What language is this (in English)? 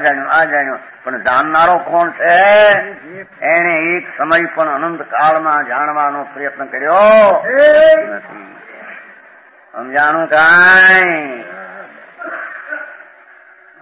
Gujarati